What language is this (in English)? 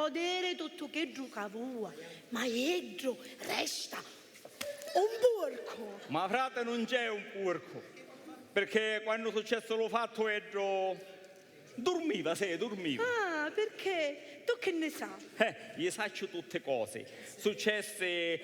Sicilian